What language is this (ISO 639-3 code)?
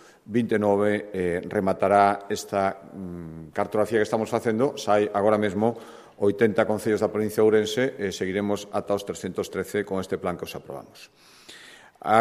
glg